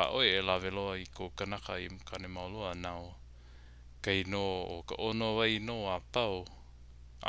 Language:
Hawaiian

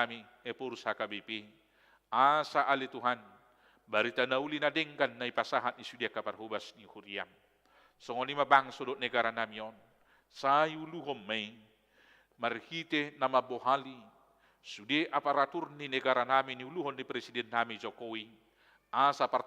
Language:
Batak Toba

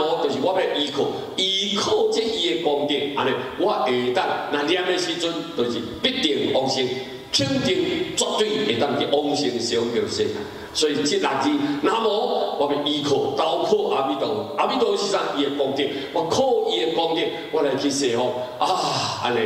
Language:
Min Nan Chinese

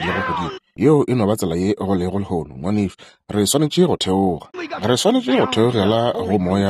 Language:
Northern Sotho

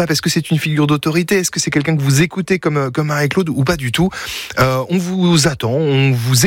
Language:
French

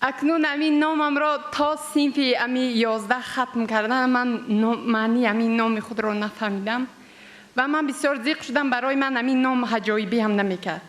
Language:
Tajik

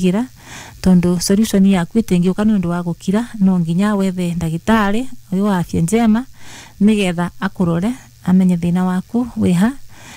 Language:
Kikuyu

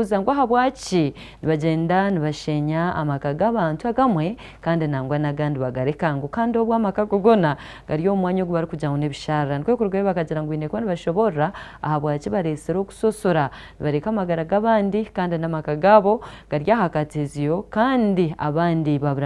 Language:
Nyankole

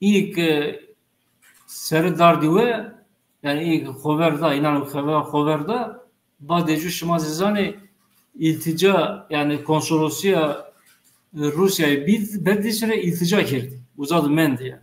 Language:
Zaza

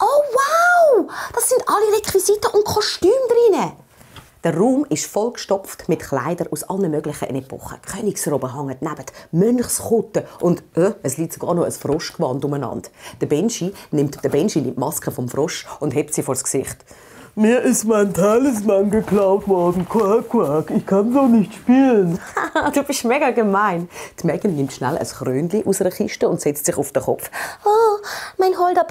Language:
Swiss German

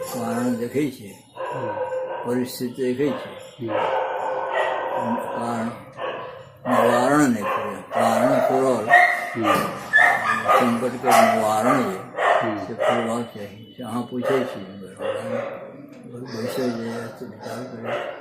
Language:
Maithili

